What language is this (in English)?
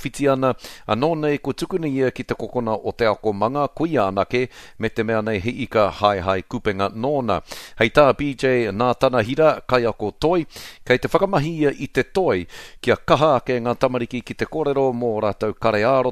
Māori